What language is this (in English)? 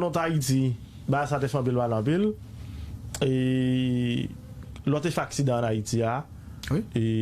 Haitian Creole